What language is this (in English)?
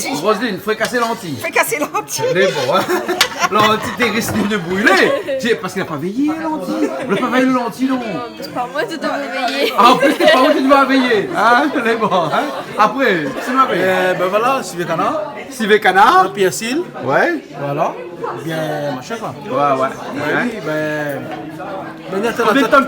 Réunion Creole French